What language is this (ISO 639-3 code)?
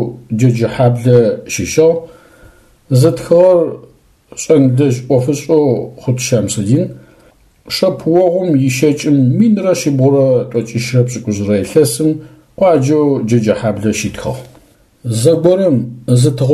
ady